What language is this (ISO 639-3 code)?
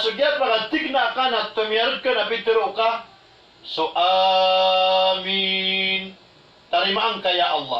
mrw